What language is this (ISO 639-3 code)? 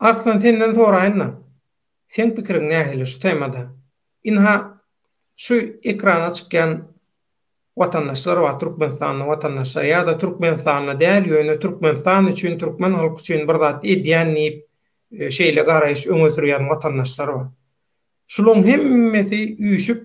tuk